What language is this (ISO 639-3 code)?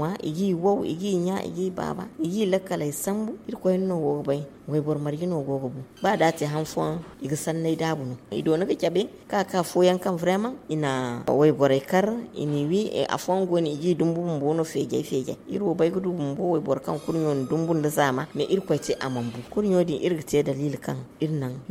dje